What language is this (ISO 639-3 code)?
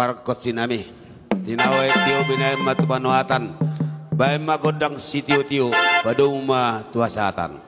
bbc